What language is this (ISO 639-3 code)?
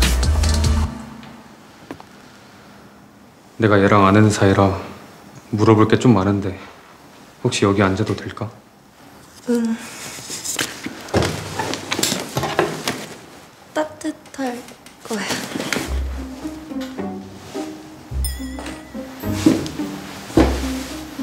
kor